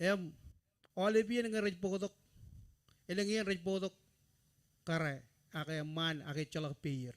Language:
Marshallese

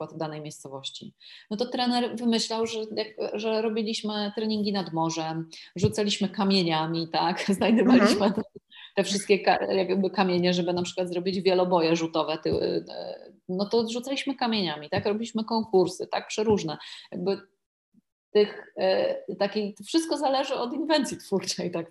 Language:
Polish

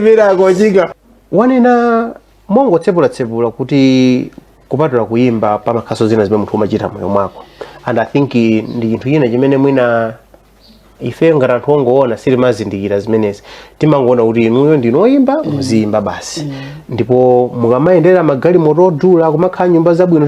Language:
Nyanja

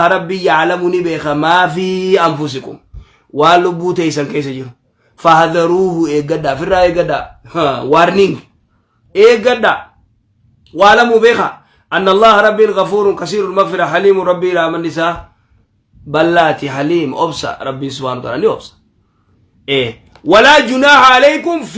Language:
Oromo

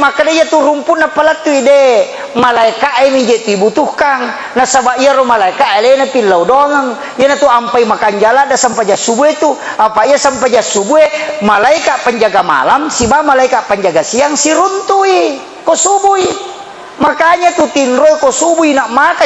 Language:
Buginese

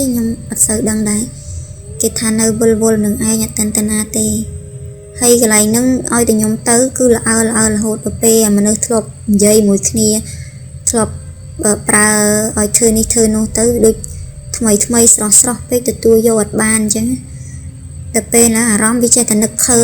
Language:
Khmer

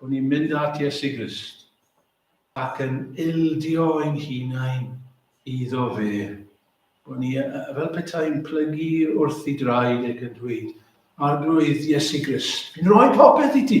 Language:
Welsh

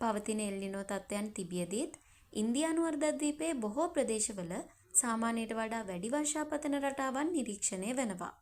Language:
Sinhala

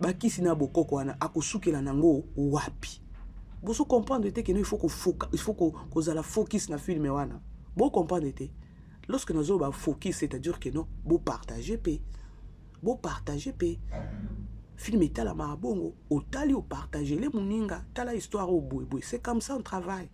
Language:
Lingala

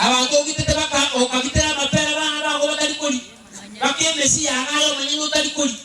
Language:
Gusii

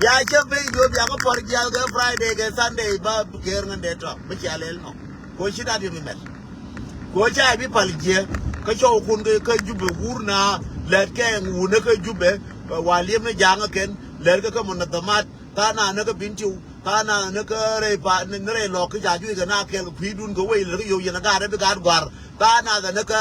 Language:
Nuer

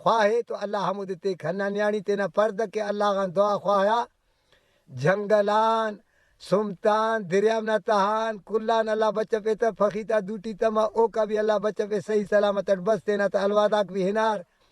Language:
Brahui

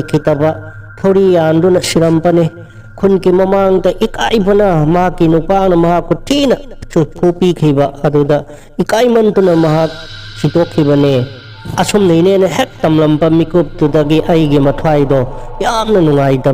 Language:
Manipuri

